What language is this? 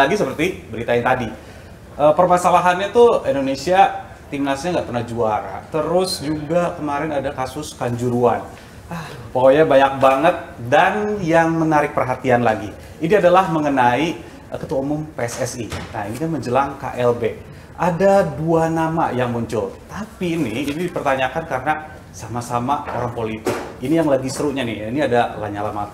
Indonesian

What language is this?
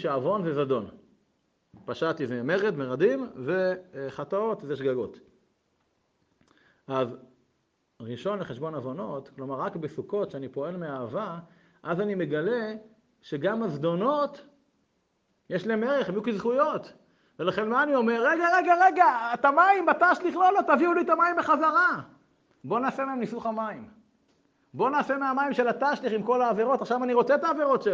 Hebrew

